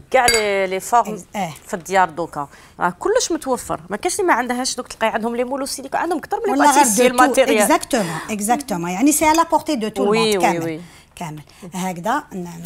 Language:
Algerian Arabic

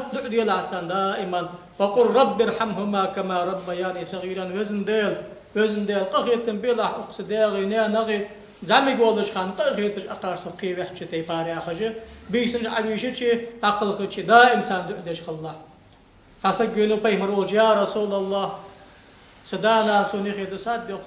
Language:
Ingush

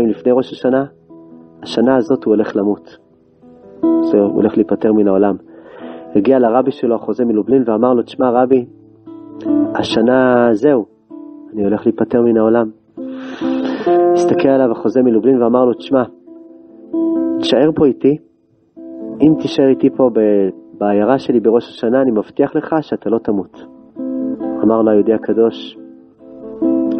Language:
Hebrew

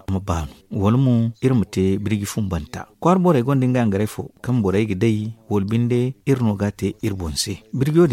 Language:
Zarma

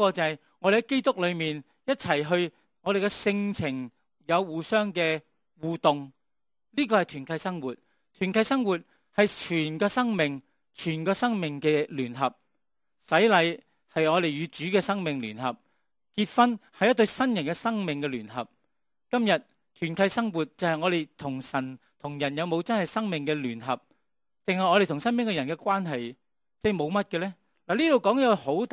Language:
Cantonese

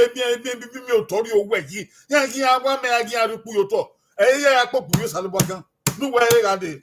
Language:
Bini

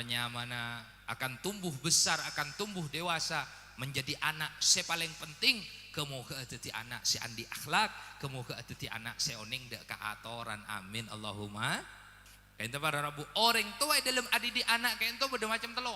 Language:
Madurese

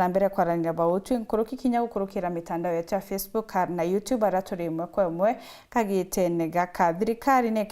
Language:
Meru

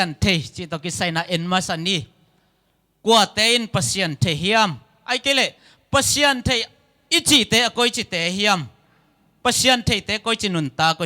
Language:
Tedim Chin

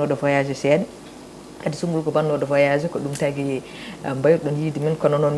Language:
Fula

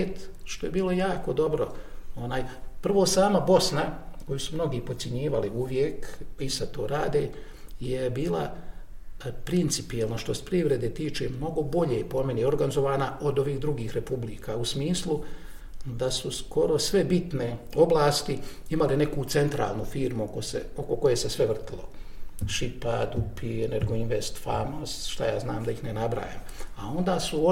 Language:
Bosnian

